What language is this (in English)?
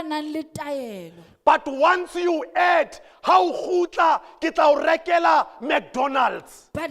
Southern Sotho